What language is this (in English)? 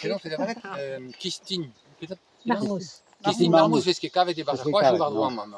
Breton